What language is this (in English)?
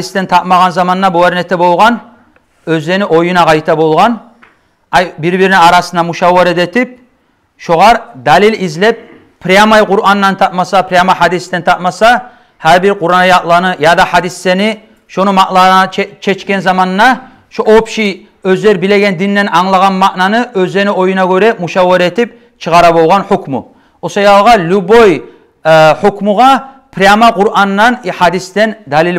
Kumyk